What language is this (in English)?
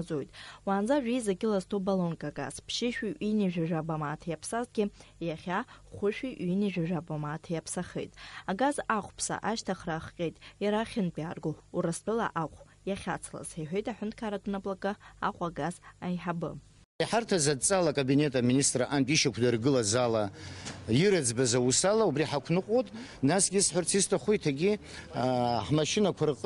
Abkhazian